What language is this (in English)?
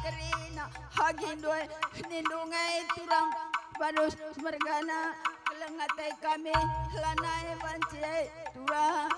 Batak Karo